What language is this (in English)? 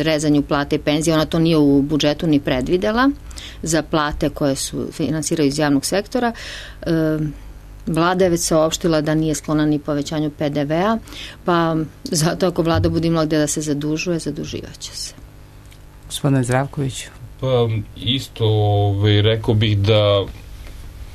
Serbian